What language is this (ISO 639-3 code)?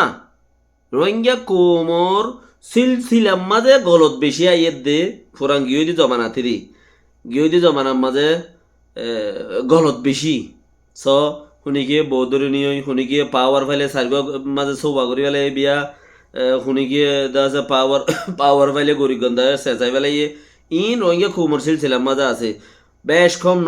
rhg